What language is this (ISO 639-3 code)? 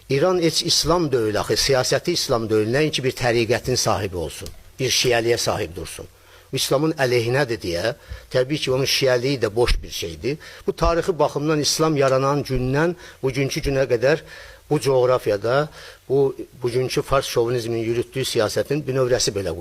aze